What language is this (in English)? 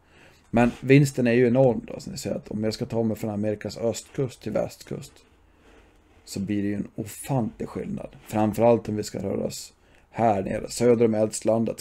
Swedish